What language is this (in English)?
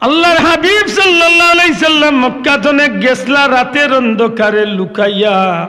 Sylheti